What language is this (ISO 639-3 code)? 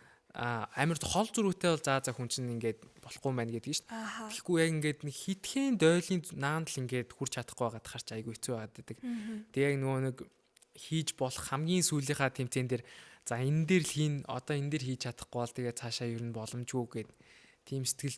mon